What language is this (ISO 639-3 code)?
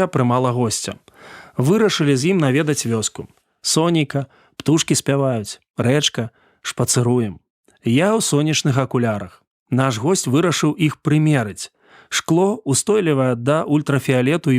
bel